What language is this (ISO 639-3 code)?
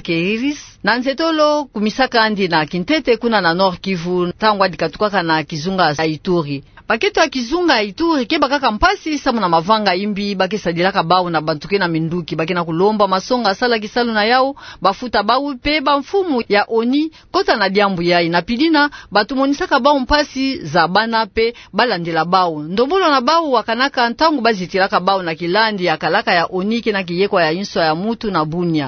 ktu